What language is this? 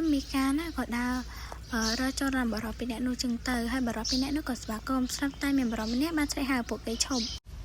Khmer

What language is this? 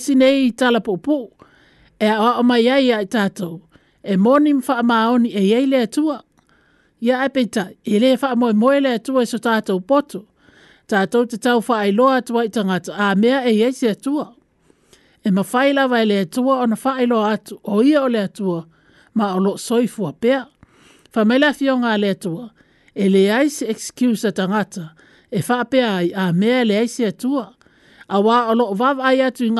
Samoan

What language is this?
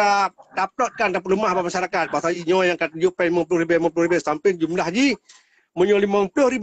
Achinese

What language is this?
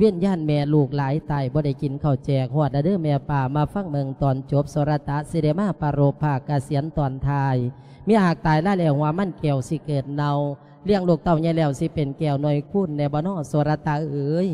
Lao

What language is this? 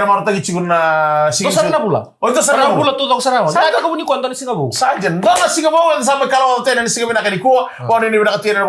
Fijian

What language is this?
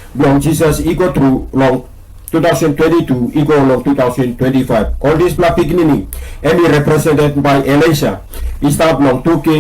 Tok Pisin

